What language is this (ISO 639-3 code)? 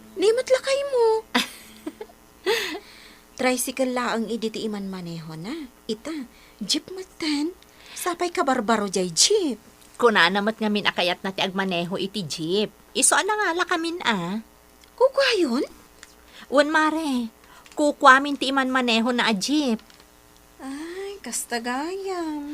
ilo